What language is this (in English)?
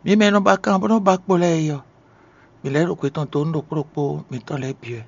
Fon